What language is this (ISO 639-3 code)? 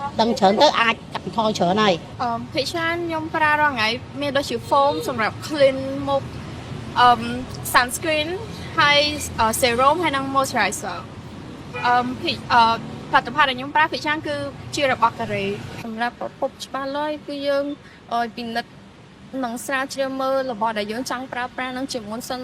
khm